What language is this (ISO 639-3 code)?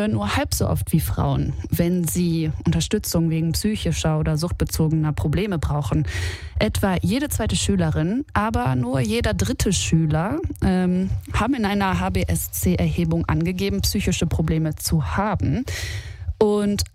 deu